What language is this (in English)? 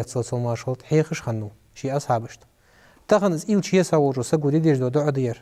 Ingush